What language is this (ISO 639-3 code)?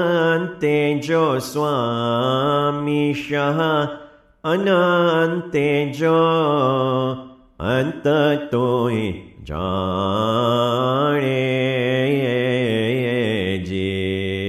guj